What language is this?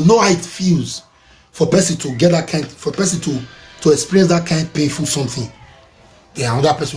Nigerian Pidgin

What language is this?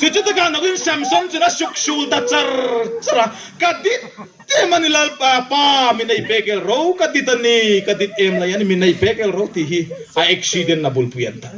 Hmar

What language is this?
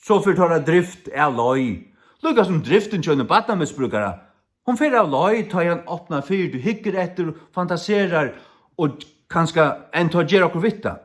Faroese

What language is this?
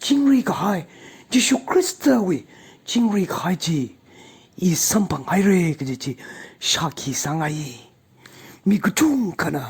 Tangkhul Naga (India)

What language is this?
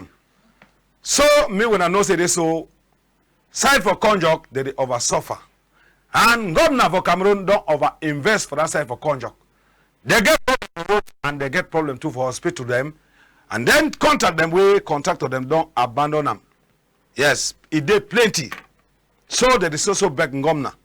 Cameroon Pidgin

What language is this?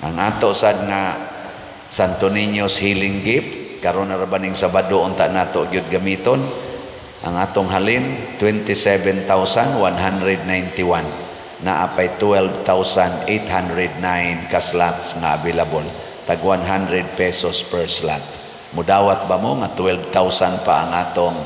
Cebuano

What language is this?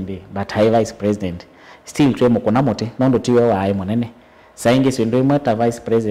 Kamba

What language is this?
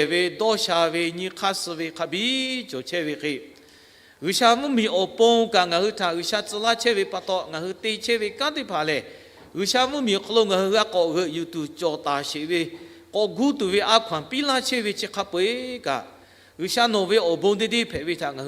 Lahu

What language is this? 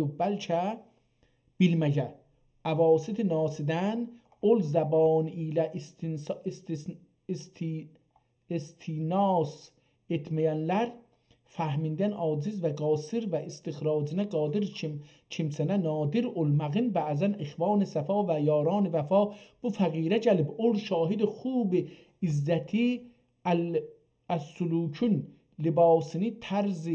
South Azerbaijani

